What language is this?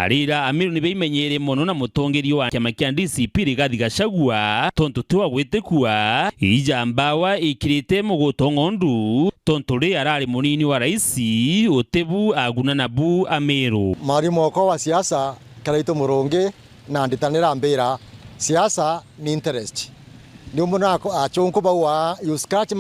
Meru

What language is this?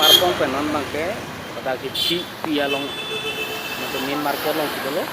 Karbi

